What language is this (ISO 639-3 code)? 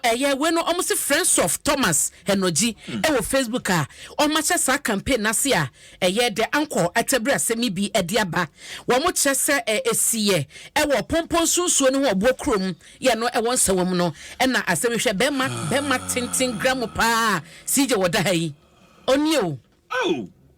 aka